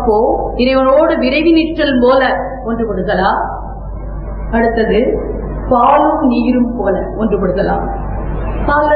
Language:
Tamil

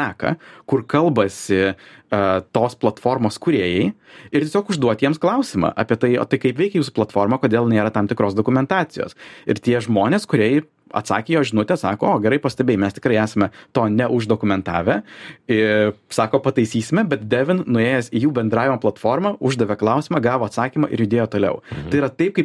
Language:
Lithuanian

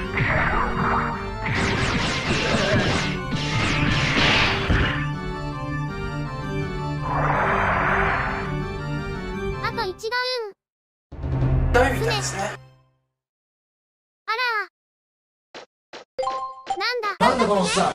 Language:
Japanese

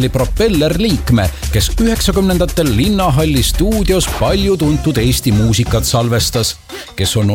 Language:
Estonian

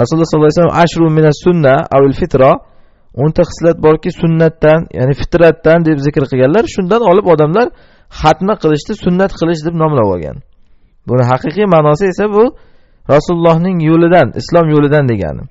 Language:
Uzbek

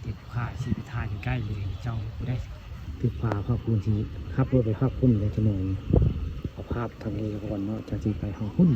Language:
Northeastern Thai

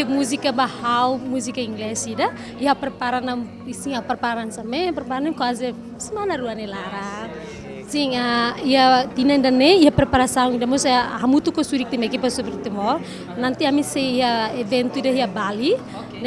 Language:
Tetum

